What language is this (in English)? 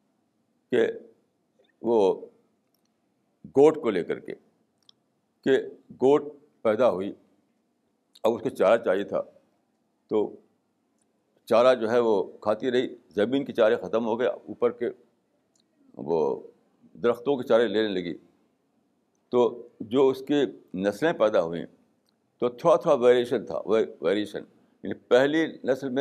Urdu